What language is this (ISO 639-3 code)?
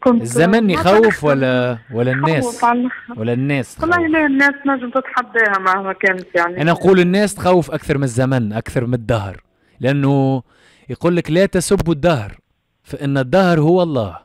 aeb